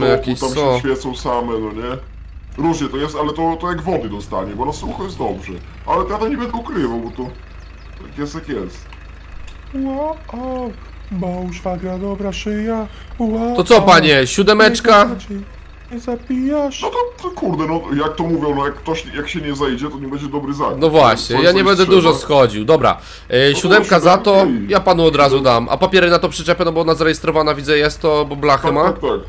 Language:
Polish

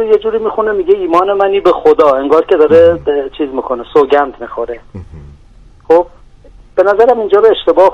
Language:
Persian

